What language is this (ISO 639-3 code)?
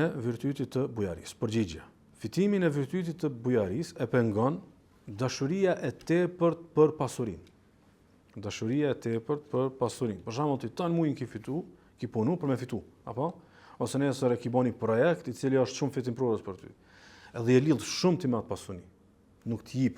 sqi